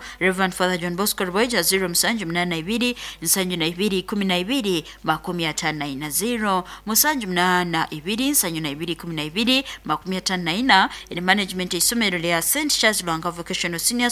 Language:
Nyankole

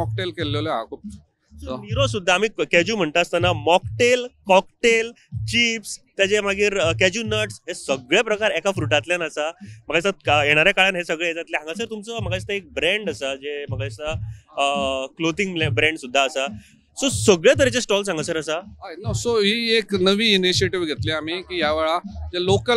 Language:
Konkani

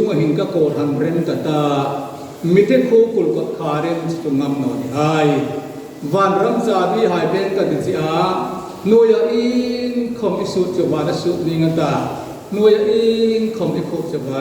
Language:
Hmar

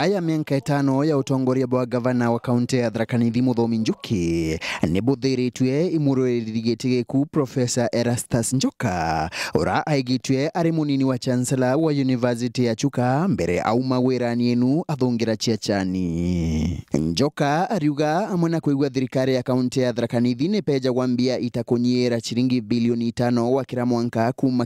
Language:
Meru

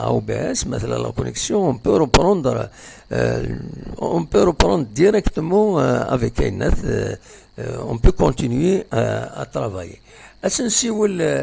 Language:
Kabyle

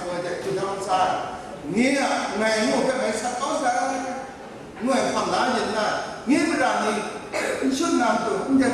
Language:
Kachin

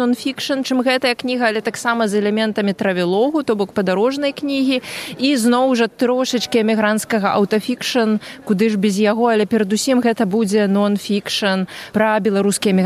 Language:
Belarusian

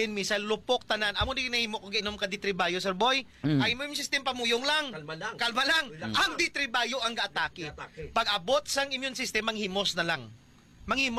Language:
Hiligaynon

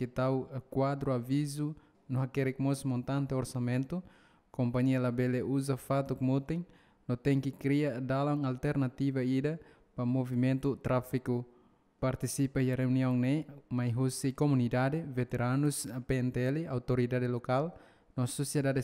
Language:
Tetum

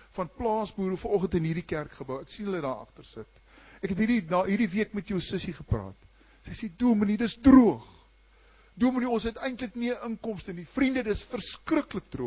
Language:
Afrikaans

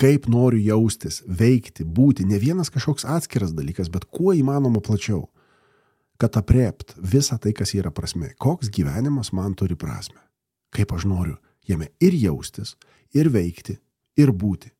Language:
Lithuanian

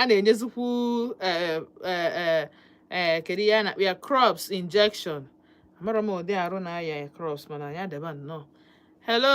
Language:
Igbo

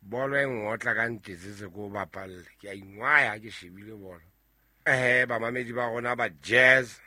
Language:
Southern Sotho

